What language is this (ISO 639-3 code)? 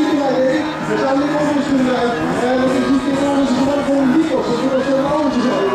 nld